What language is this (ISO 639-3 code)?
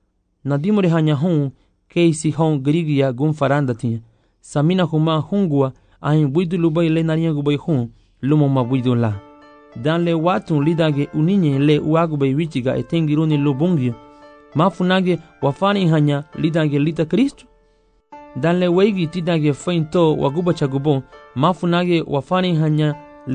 cab